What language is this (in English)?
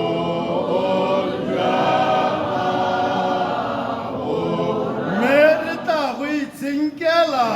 Tswana